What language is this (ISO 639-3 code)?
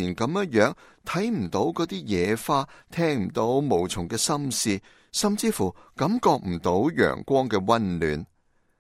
yue